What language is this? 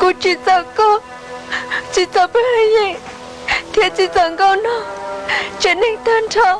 Hmong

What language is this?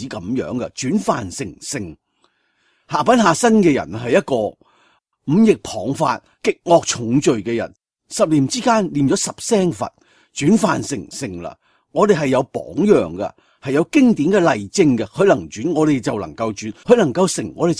Cantonese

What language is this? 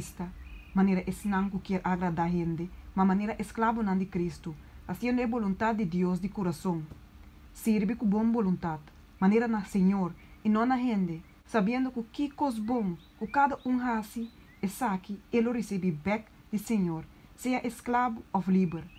Papiamento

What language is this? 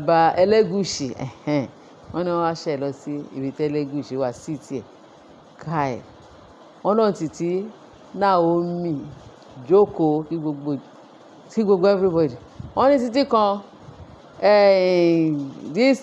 Yoruba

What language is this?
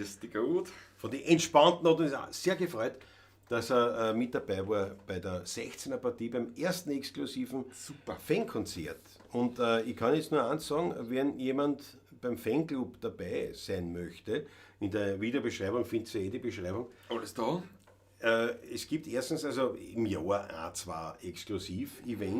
Bavarian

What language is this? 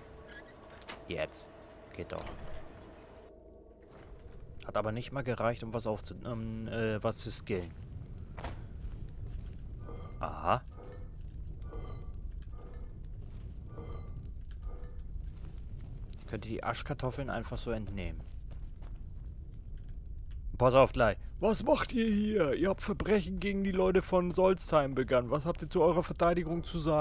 German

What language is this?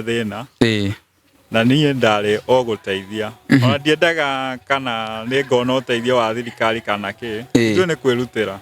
Kikuyu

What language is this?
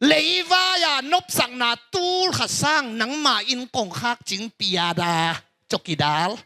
Tedim Chin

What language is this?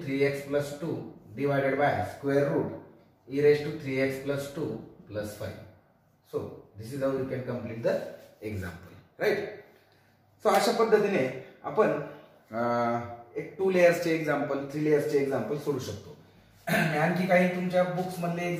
Marathi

